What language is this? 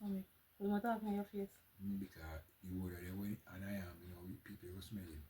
Jamaican Creole English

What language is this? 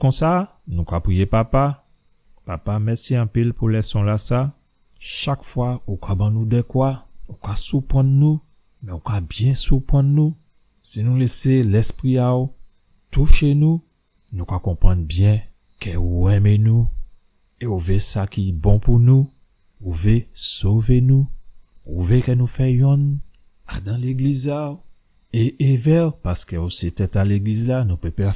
Guadeloupean Creole French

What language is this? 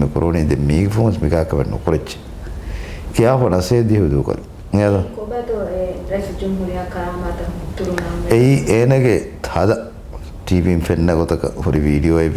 Divehi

